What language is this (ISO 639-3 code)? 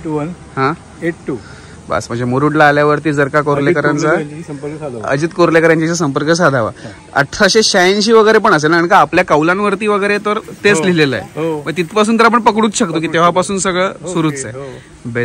mar